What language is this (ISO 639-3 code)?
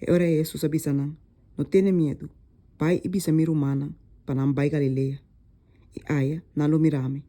pap